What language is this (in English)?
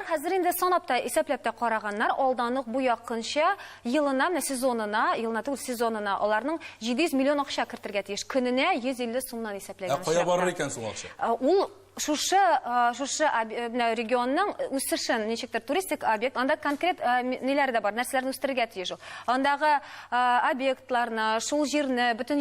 Tatar